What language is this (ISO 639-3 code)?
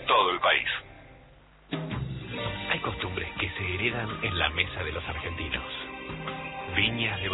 spa